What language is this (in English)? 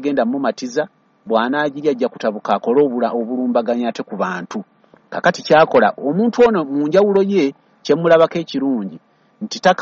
Ganda